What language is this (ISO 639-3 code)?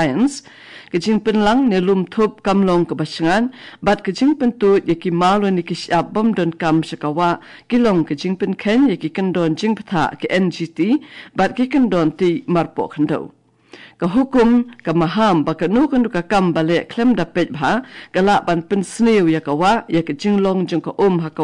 kha